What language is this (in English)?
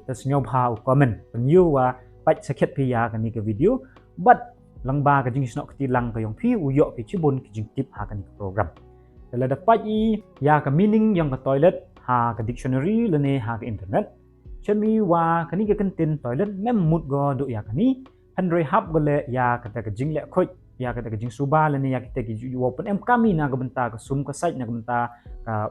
Pnar